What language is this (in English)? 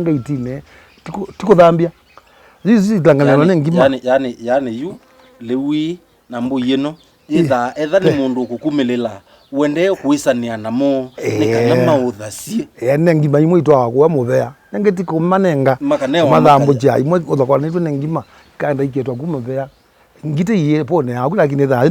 Kamba